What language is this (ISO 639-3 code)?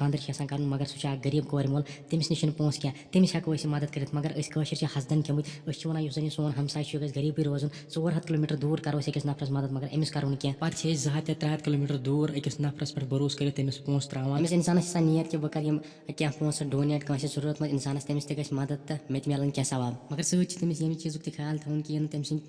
kas